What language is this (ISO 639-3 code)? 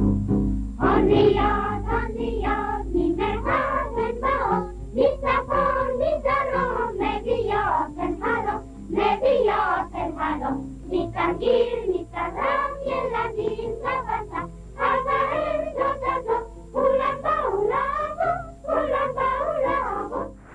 heb